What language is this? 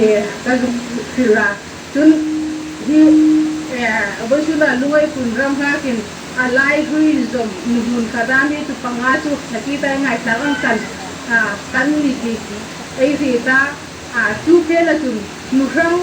Hmar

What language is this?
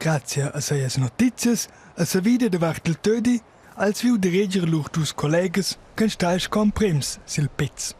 Romansh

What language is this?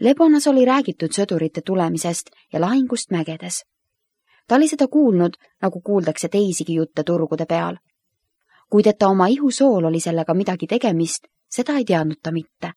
Estonian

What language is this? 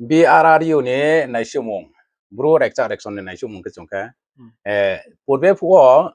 Riang (India)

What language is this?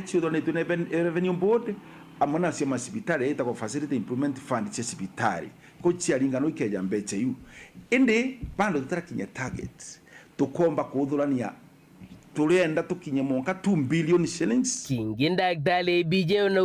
Meru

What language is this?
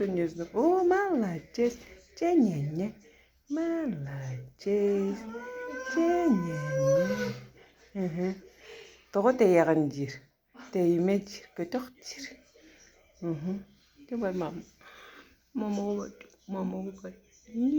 Yakut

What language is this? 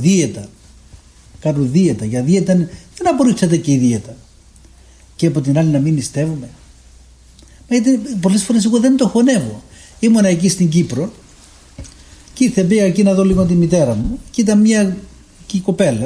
Greek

